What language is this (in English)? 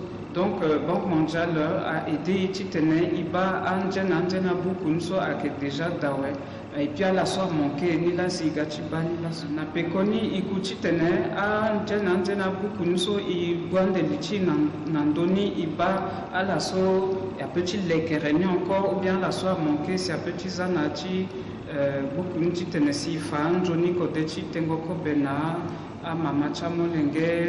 Sango